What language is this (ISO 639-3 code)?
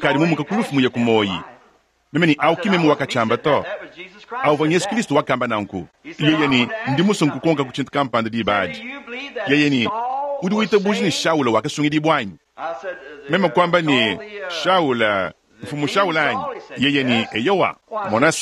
lua